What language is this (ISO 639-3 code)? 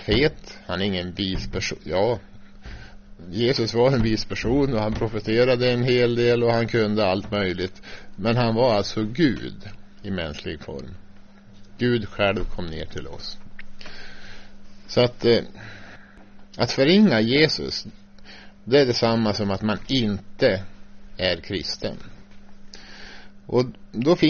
swe